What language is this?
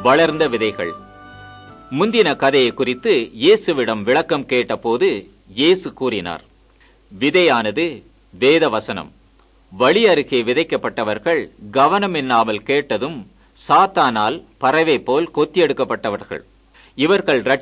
Tamil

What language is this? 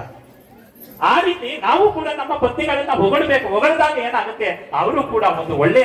Kannada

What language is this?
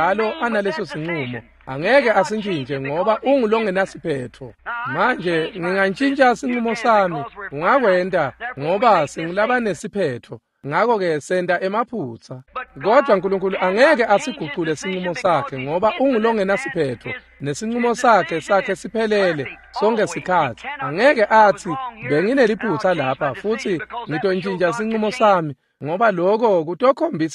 Swati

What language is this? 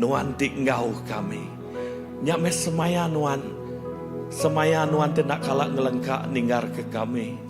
Iban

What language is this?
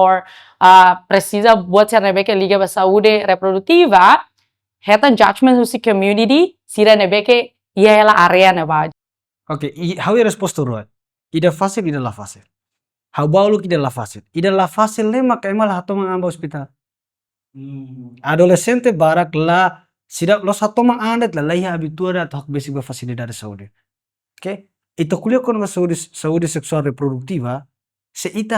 Tetum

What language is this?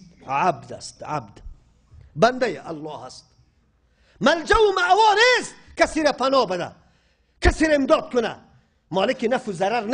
Persian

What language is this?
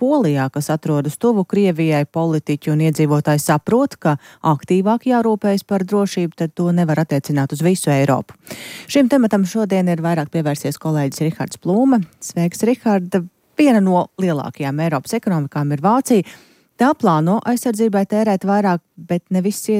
Latvian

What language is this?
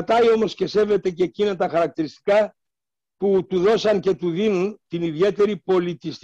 Greek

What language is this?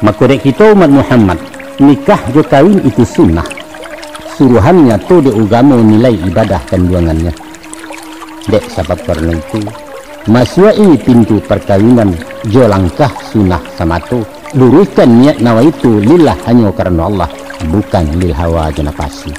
Minangkabau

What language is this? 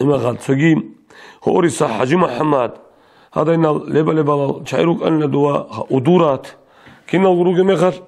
Avaric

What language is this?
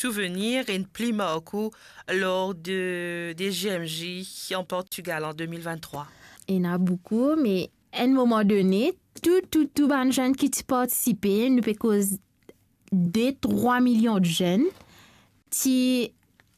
Morisyen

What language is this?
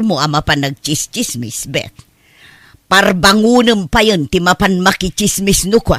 Iloko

